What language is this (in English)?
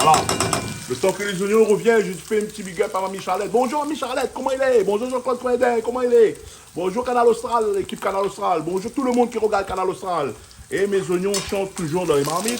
Réunion Creole French